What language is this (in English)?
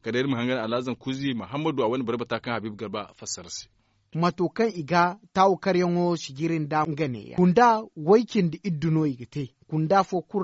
Zarma